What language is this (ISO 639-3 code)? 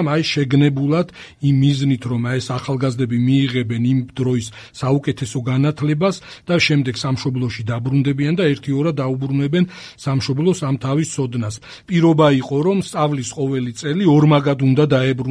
kat